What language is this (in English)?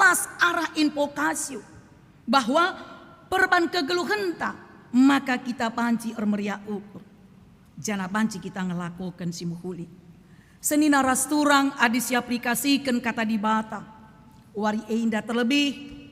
Batak Karo